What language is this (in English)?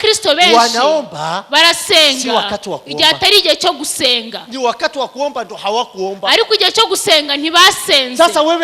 Kinyarwanda